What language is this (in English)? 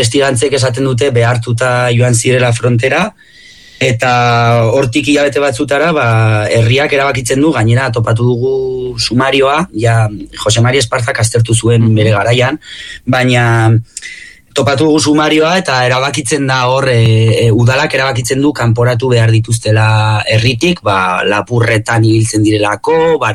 Basque